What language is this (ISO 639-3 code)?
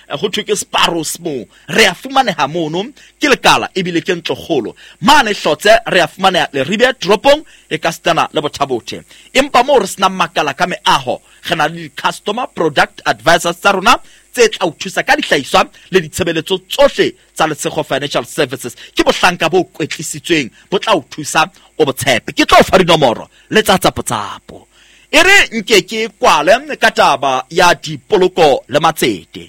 sot